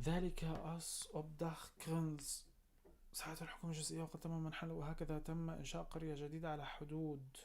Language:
North Levantine Arabic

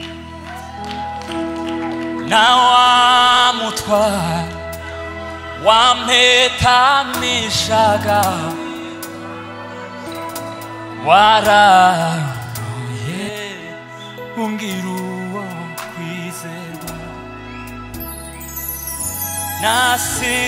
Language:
Kinyarwanda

